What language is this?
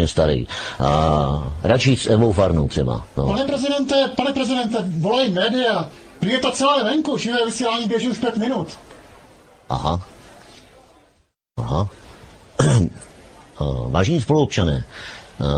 Czech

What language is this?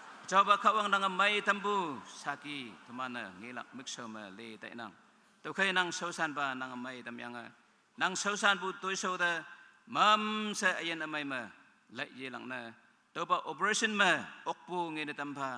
Naga Pidgin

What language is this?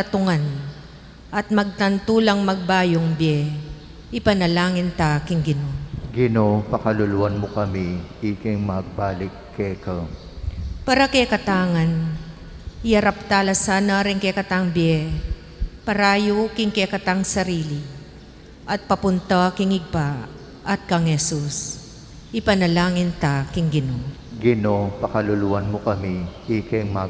Pampanga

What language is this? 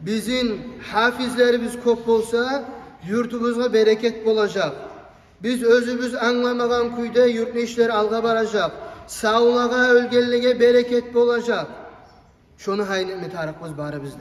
Kumyk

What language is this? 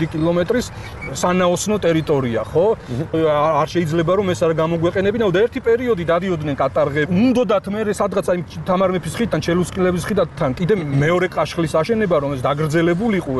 Georgian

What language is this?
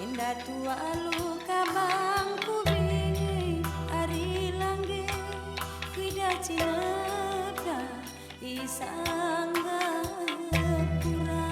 Batak Karo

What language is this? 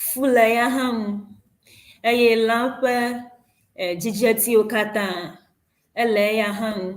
Ewe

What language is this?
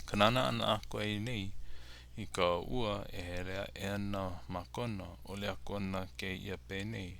Hawaiian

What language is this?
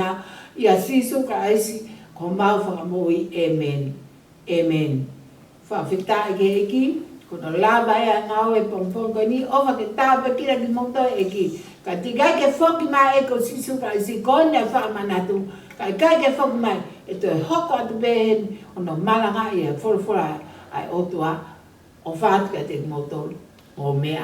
Tongan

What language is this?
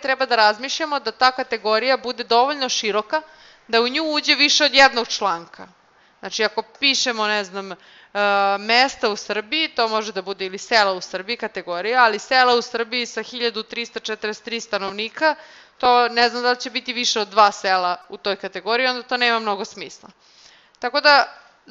Serbian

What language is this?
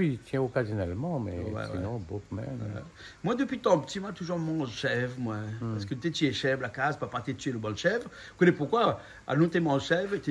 Réunion Creole French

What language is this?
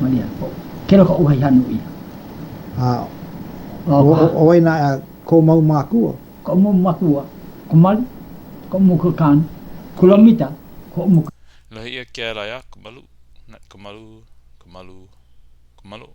Hawaiian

